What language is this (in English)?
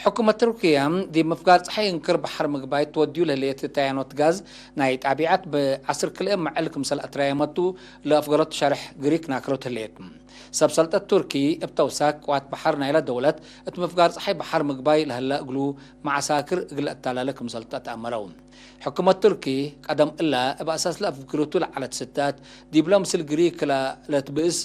Tigre